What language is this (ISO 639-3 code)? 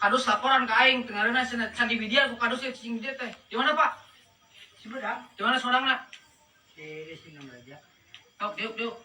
sun